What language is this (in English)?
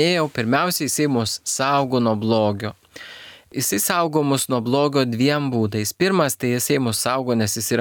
Lithuanian